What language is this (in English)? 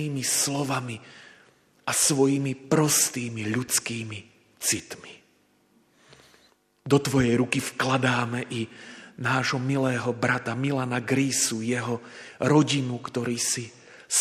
Slovak